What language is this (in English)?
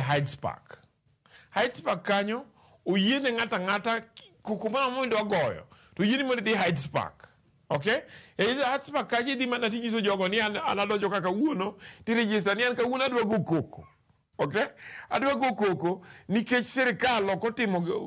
Luo (Kenya and Tanzania)